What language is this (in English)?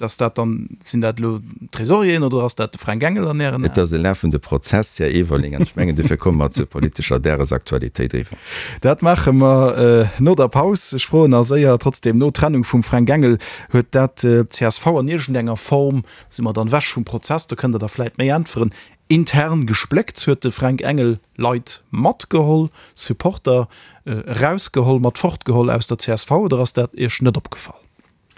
Luxembourgish